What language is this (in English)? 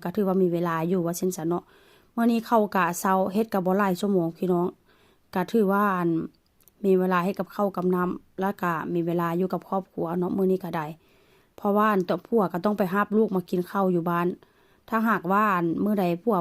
Northeastern Thai